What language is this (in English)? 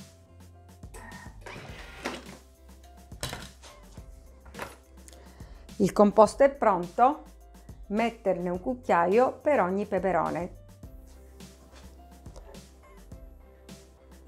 Italian